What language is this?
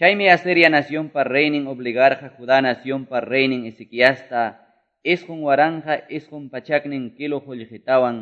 Quechua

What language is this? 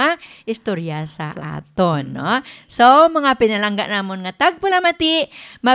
Hiligaynon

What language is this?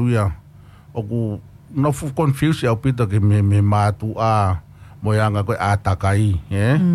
Tongan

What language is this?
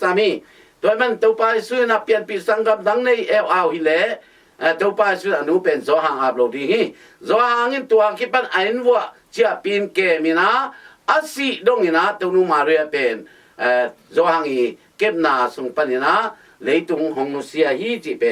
Tedim Chin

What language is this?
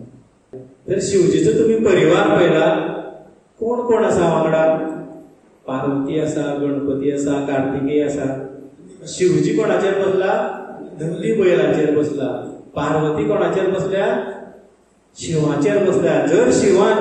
Konkani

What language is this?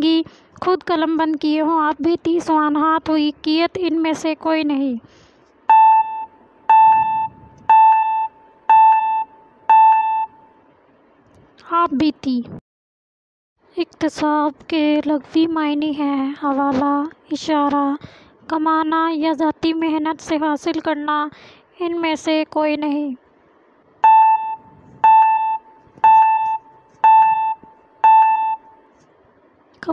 Urdu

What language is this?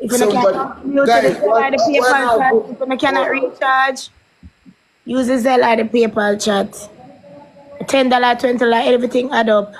Jamaican Creole English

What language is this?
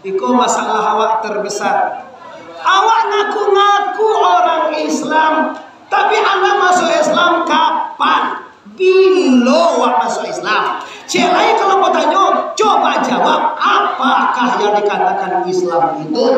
Minangkabau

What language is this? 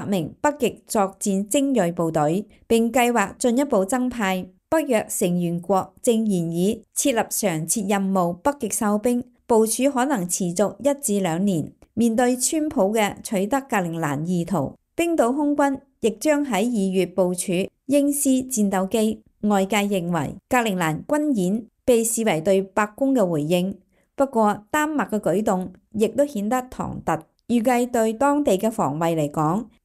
Cantonese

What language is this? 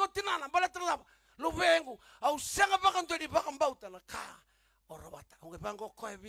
Fijian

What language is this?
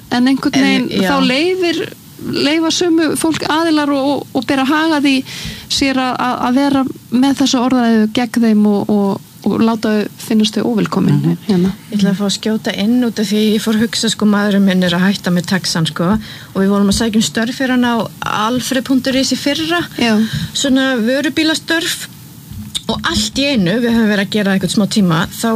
Icelandic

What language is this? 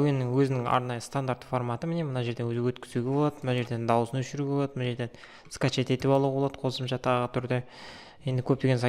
Kazakh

